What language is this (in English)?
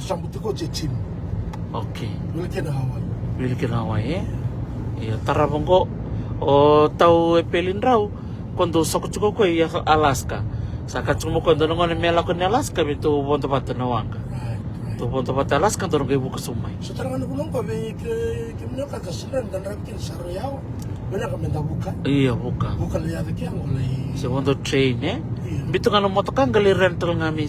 Fijian